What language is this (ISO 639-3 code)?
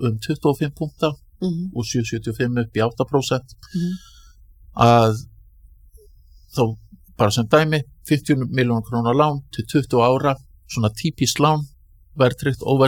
isl